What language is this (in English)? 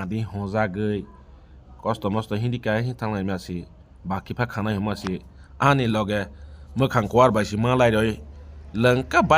Kok Borok